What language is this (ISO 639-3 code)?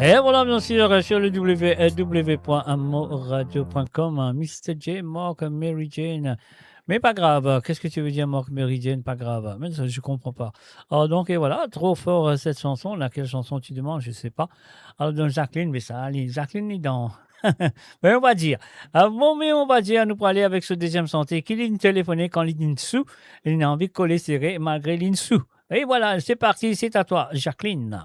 mfe